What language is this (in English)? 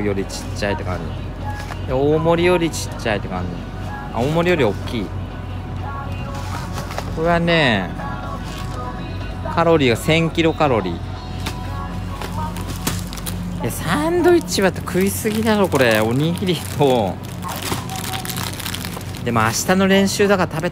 Japanese